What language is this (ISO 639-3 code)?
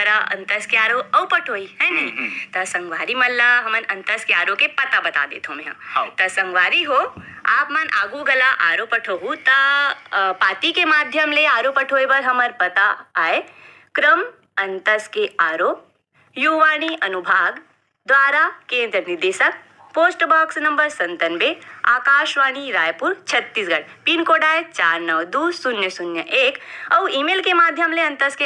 hne